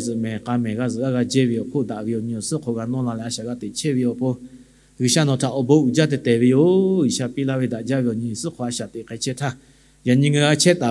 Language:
Lahu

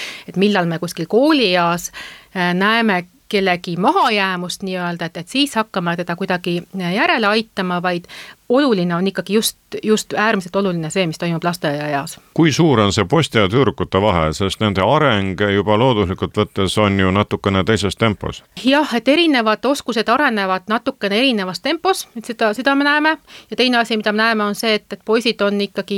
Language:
Estonian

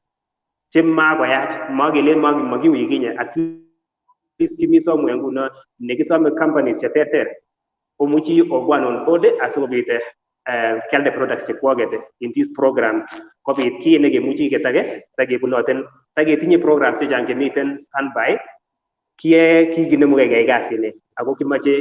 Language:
Kalenjin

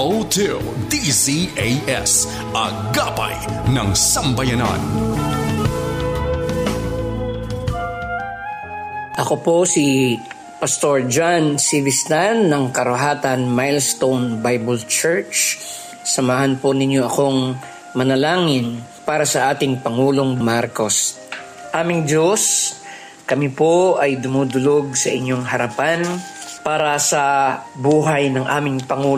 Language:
Filipino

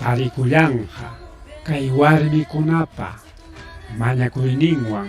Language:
Ayacucho Quechua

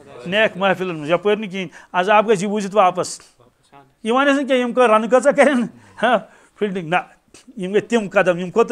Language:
Kashmiri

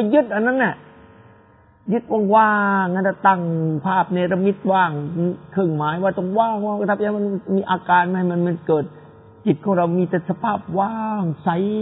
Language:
Thai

